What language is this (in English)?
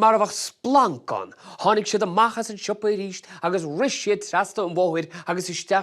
Irish